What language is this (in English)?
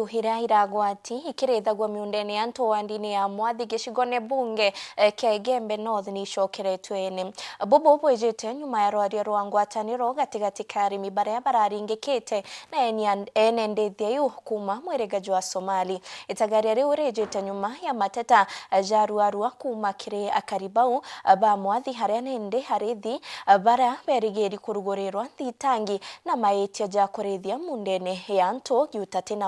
Meru